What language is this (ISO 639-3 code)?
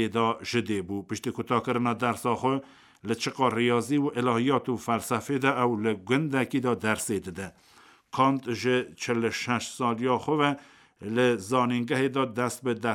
kur